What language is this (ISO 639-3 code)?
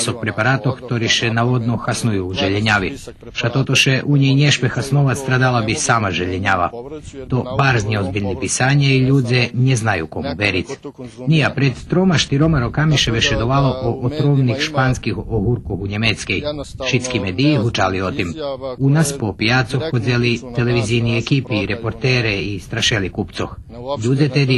rue